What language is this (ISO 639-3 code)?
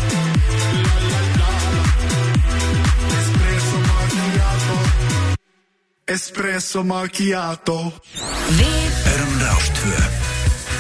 isl